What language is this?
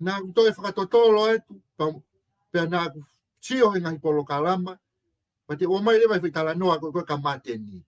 Tongan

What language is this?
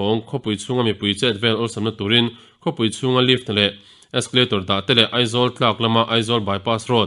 Mizo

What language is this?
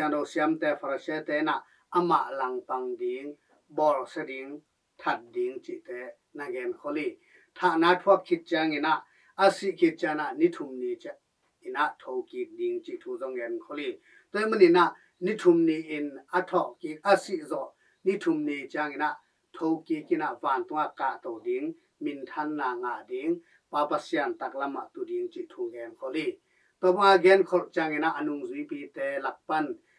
Tedim Chin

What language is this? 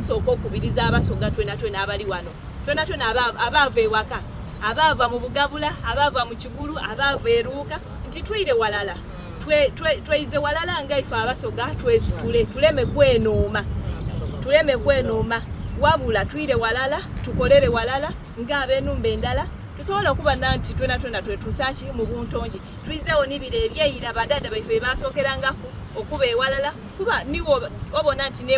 Soga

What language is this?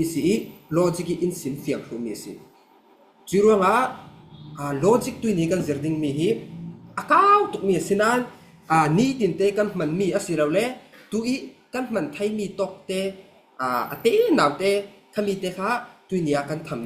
Falam Chin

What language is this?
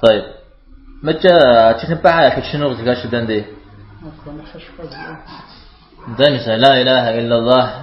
Kabardian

